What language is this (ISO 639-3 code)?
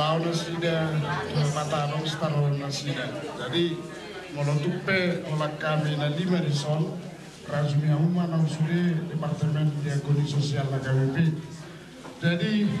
bbc